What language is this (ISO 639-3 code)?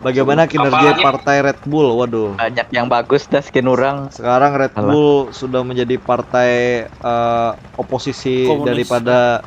bjn